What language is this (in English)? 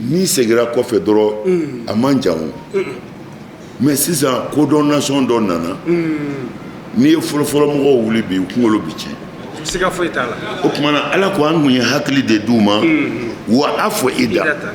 Bambara